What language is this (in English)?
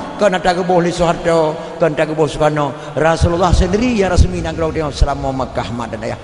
Achinese